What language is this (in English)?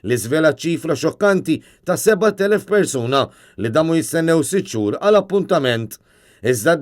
Maltese